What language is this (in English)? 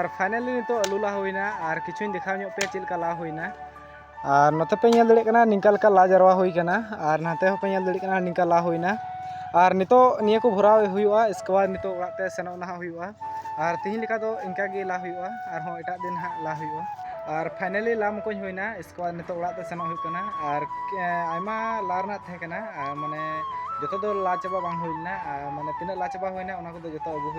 Santali